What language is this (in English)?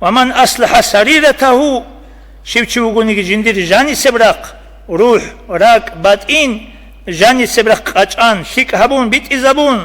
Avaric